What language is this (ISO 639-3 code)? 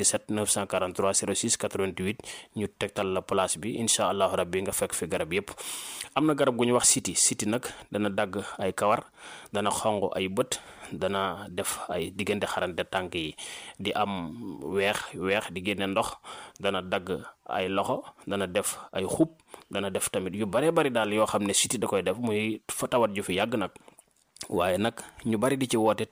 wol